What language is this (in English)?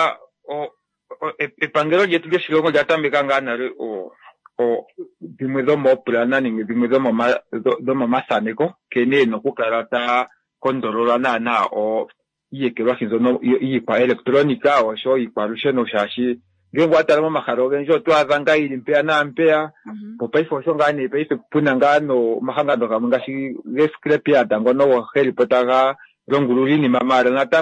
Kuanyama